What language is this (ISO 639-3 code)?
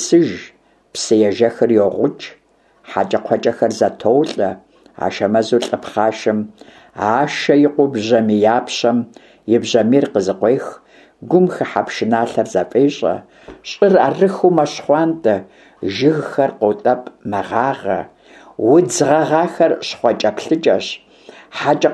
kbd